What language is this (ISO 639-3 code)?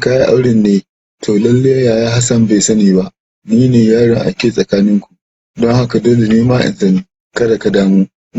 hau